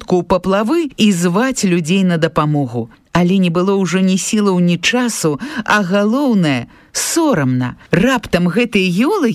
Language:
Belarusian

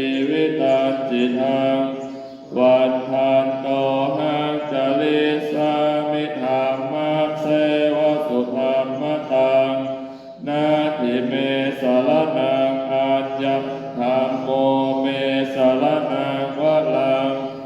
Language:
Pali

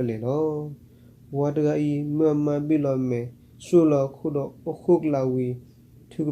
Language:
S'gaw Karen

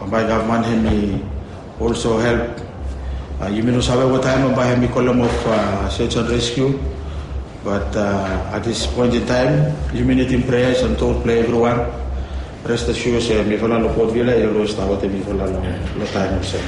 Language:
Bislama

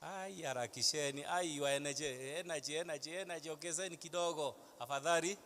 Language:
Kikuyu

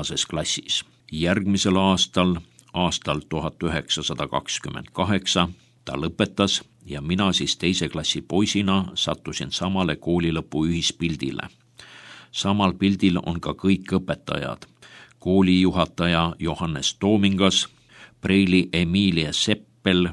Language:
Estonian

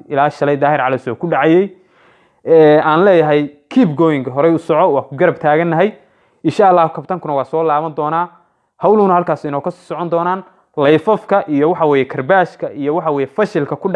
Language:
Somali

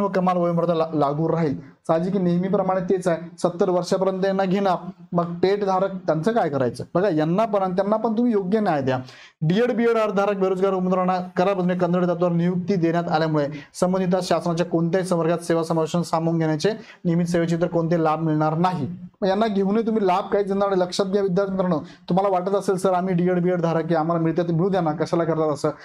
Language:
Marathi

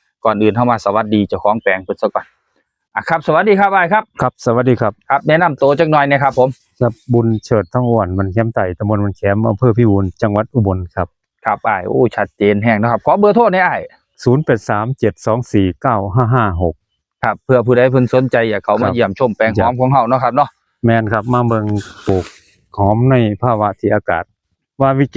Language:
Northeastern Thai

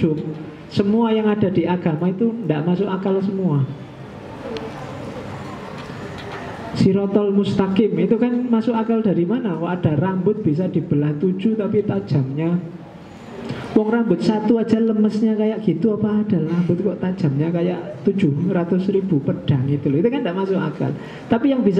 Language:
Indonesian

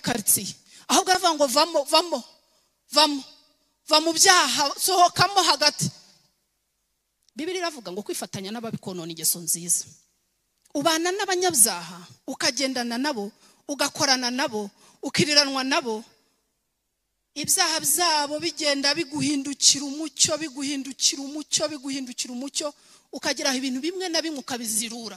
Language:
Kinyarwanda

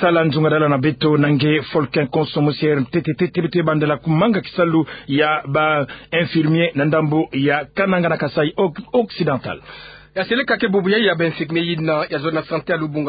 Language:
Kituba (Democratic Republic of Congo)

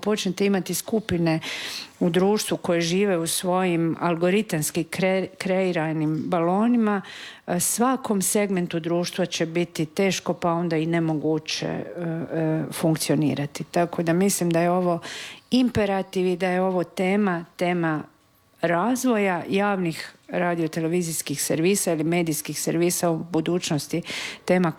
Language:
Croatian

